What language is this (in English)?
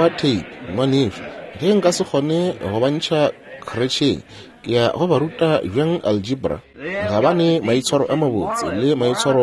Northern Sotho